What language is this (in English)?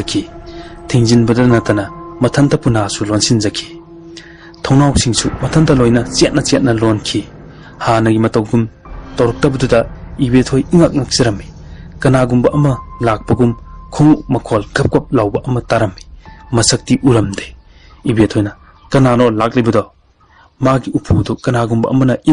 Manipuri